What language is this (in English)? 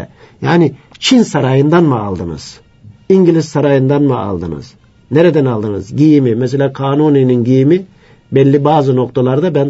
Turkish